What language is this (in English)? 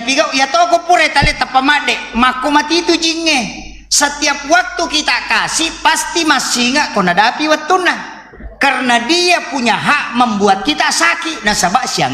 Buginese